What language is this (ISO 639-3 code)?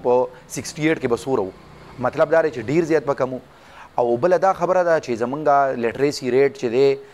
pus